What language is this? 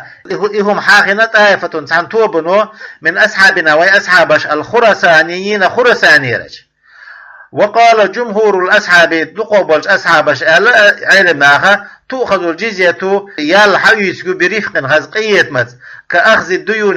Chechen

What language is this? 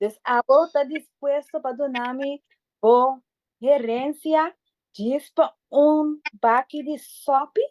Papiamento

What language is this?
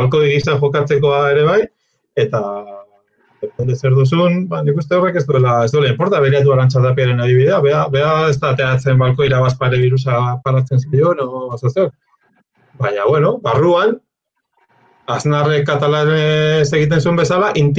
Basque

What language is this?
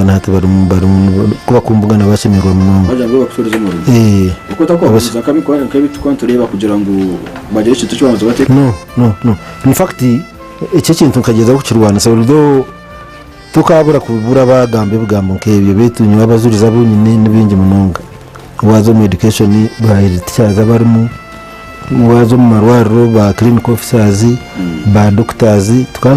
Nyankole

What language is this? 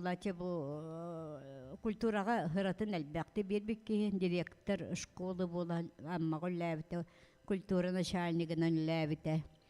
Yakut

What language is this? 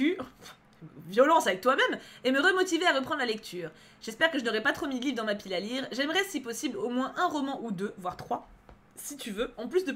French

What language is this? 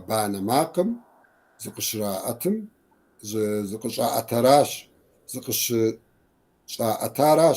Kabardian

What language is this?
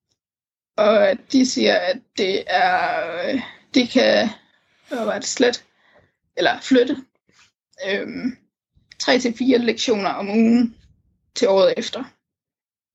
Danish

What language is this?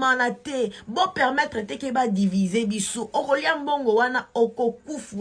Lingala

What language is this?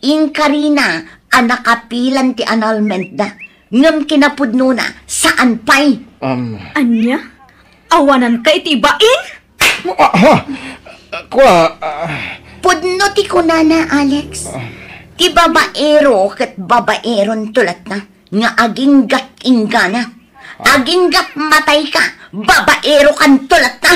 Iloko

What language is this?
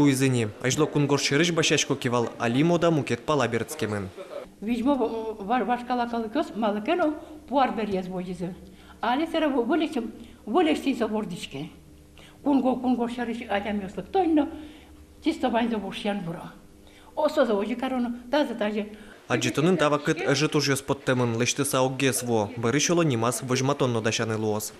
Udmurt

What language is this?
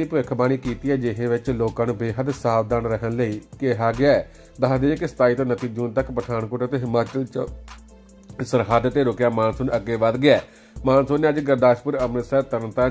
Punjabi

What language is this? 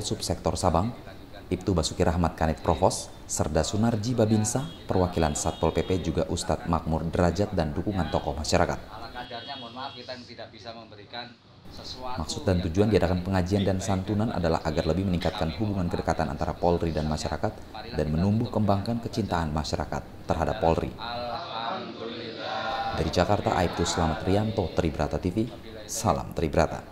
Indonesian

